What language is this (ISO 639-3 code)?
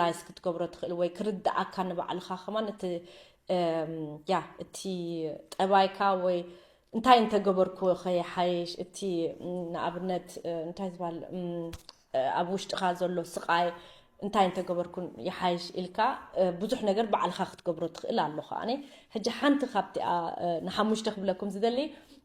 tir